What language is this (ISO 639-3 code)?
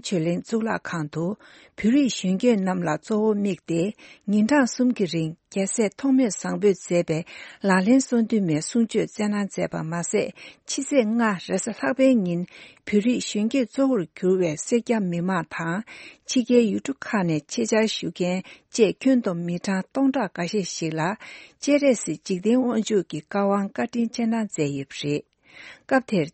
bod